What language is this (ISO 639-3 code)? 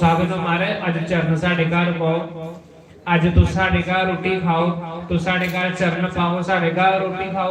doi